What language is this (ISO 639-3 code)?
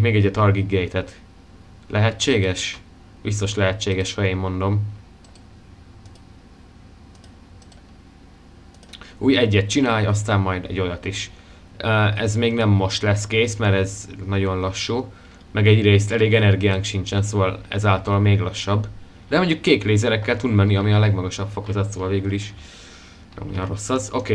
hun